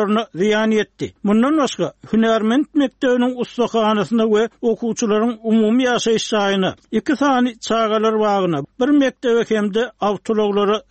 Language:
Turkmen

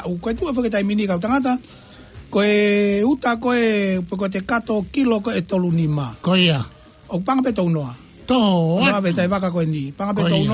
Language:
Tongan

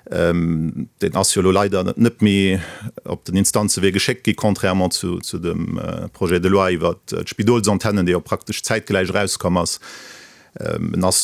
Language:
Luxembourgish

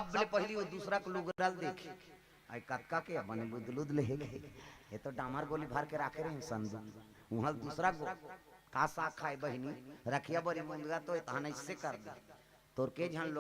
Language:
Chhattisgarhi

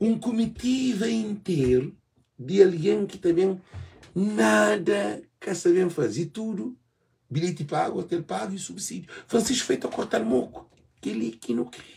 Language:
Kabuverdianu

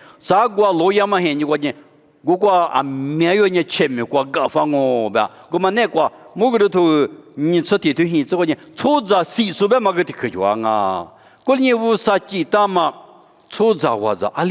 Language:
Lisu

